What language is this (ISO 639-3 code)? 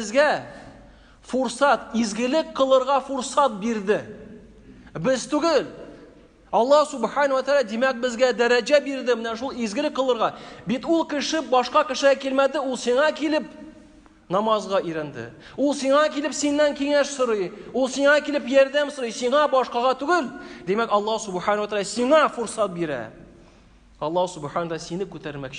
tat